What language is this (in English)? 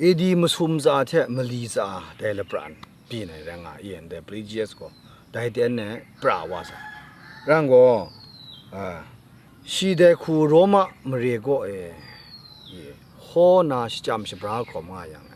Kachin